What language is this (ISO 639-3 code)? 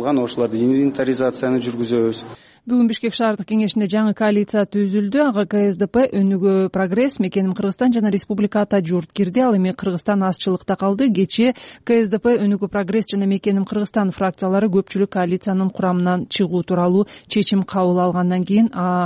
kir